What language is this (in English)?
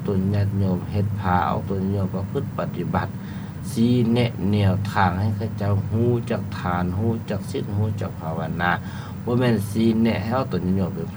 Lao